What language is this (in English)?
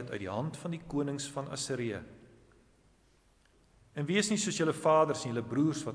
Afrikaans